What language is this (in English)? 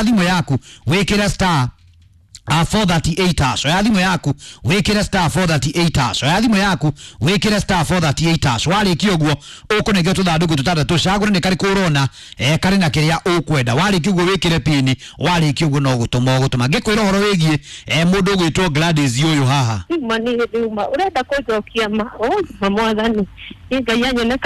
Kikuyu